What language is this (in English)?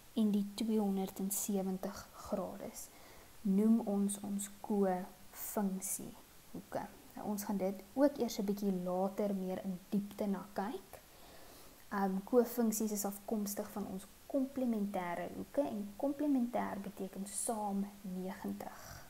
Afrikaans